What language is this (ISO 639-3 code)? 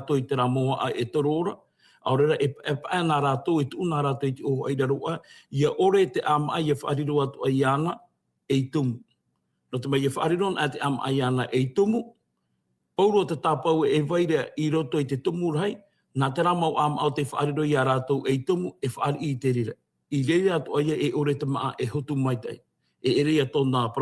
tah